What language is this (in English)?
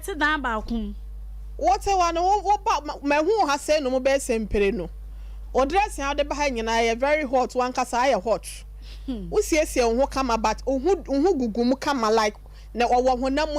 Akan